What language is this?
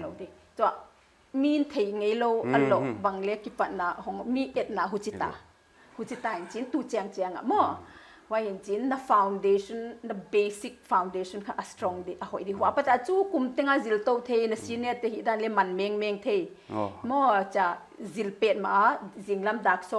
Paite Chin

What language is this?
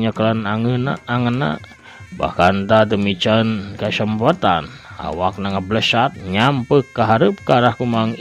Sundanese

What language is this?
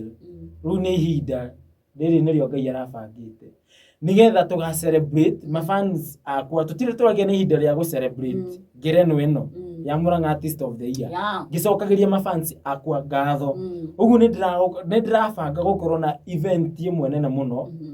Kikuyu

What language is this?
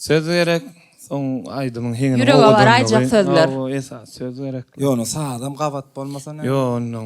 Turkmen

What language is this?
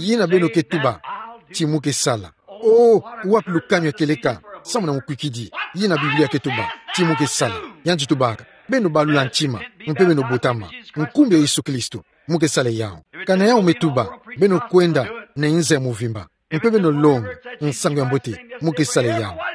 Kituba (Democratic Republic of Congo)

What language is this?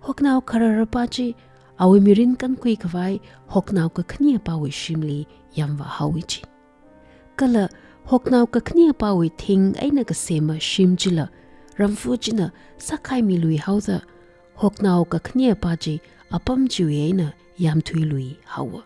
Tangkhul Naga (India)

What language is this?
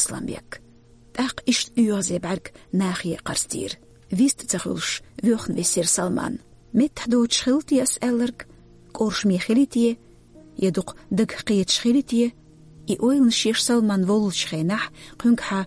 Chechen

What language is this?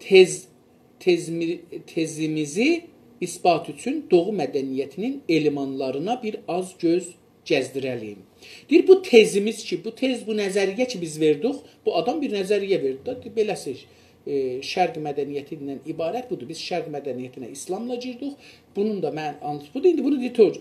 South Azerbaijani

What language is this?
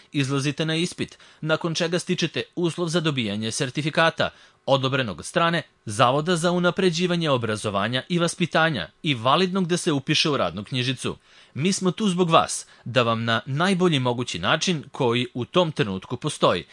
Serbian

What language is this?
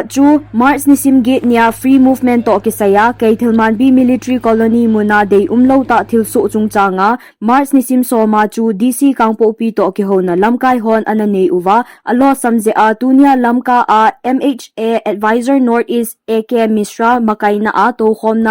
Thado Chin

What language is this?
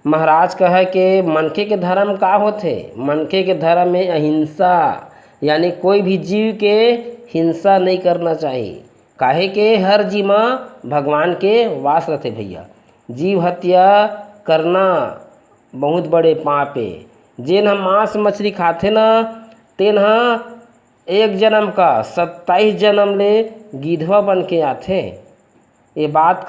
Chhattisgarhi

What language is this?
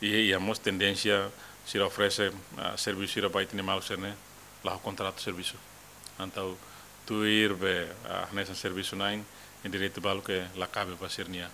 Tetum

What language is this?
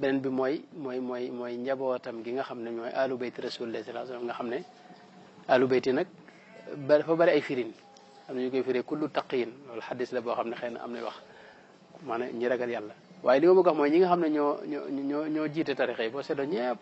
Wolof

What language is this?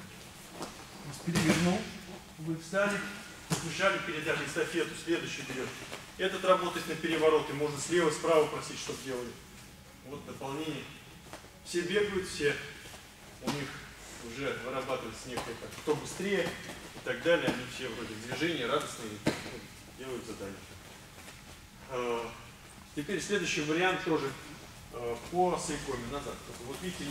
Russian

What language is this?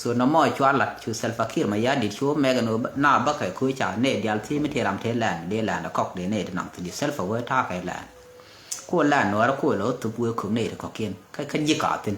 Nuer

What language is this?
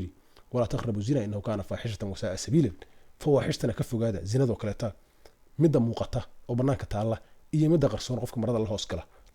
Somali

